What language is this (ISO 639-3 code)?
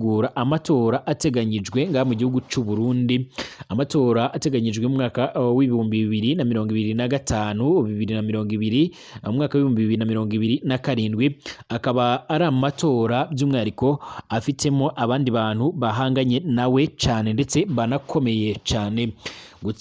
run